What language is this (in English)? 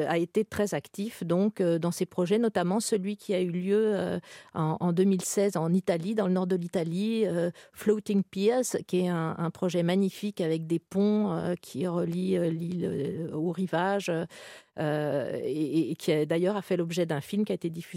French